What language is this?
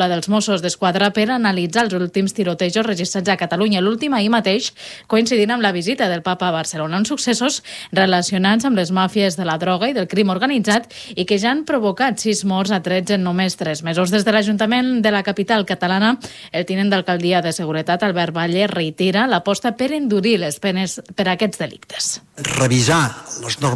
Catalan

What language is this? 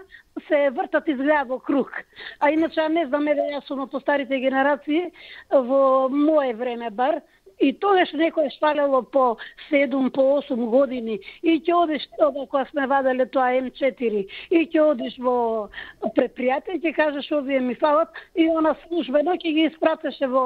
Macedonian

